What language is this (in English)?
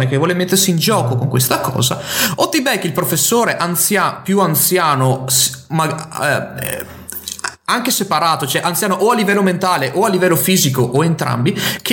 Italian